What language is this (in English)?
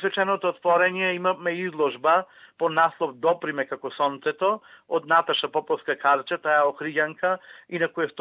Macedonian